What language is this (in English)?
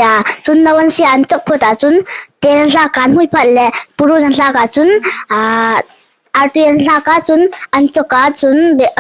Hmar